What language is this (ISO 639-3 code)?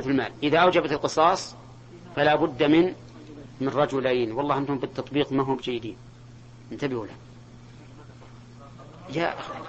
ara